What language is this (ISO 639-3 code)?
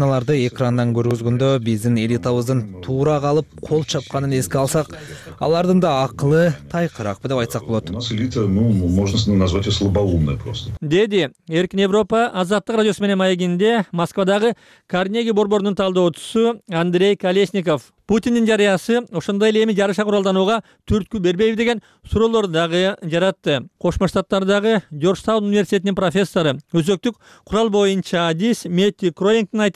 kir